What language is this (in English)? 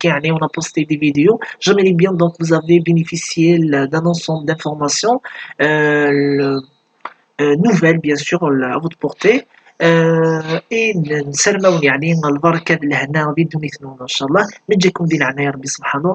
Kabyle